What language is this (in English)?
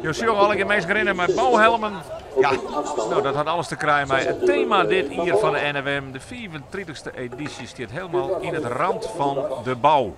Western Frisian